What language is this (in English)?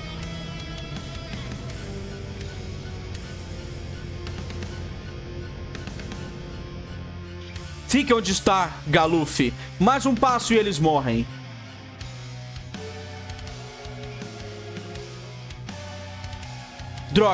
Portuguese